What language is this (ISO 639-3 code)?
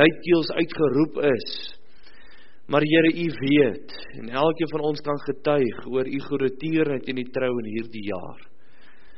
afr